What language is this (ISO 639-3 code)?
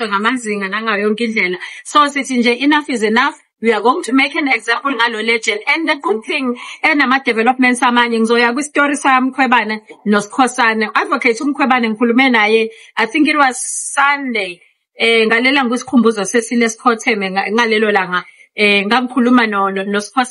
zul